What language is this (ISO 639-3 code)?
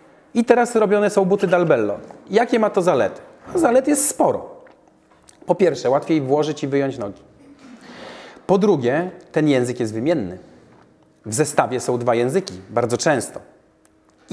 pol